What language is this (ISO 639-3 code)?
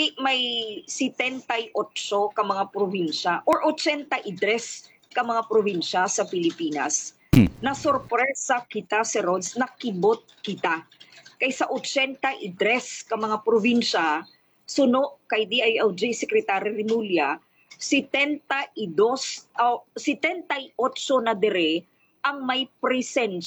hil